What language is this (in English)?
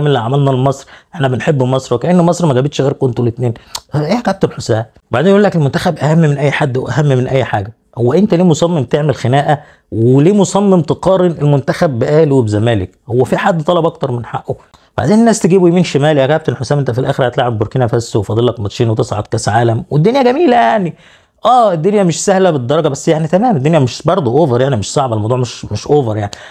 Egyptian Arabic